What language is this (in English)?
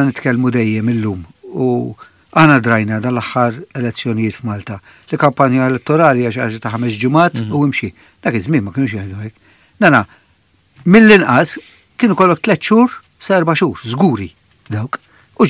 Maltese